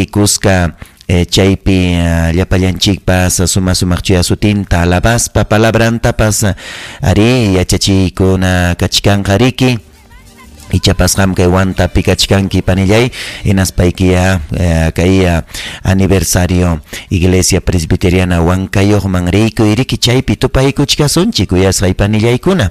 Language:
Ayacucho Quechua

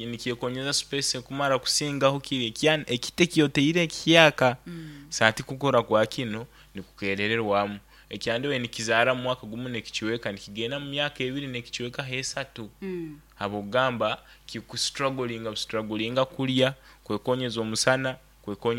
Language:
Nyoro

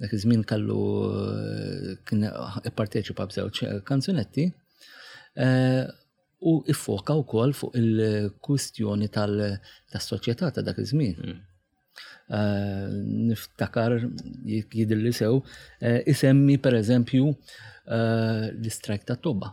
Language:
Maltese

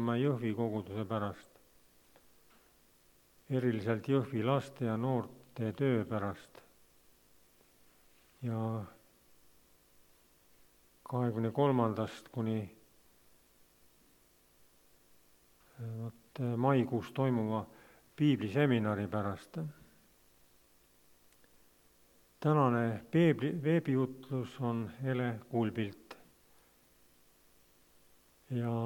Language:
Estonian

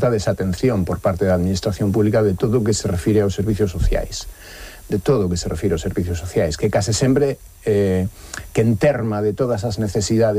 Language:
Galician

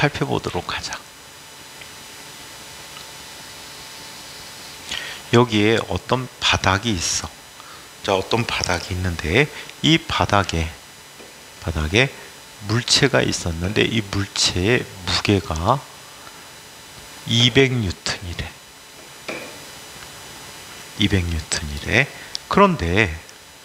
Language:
Korean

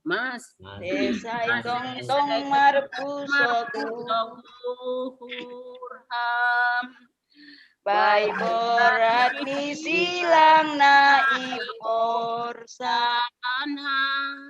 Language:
Batak Simalungun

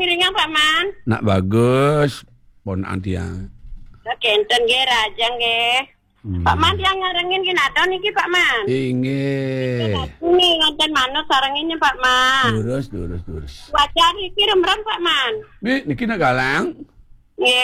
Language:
Balinese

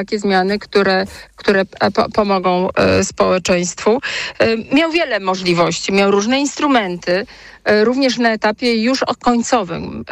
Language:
Polish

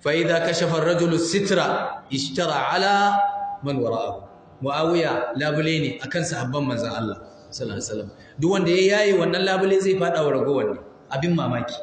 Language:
Hausa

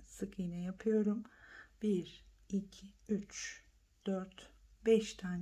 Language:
Turkish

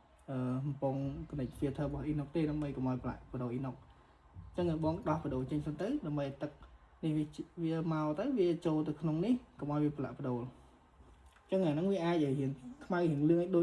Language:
Khmer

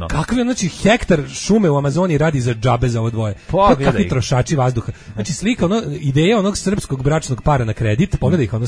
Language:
Serbian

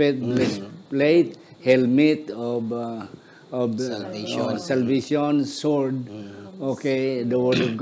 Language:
Hiligaynon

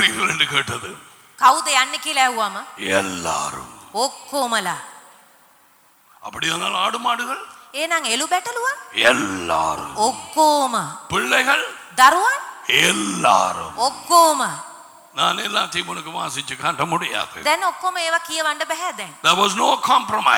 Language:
Tamil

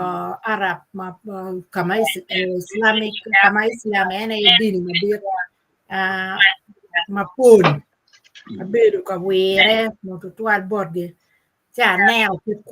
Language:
Acoli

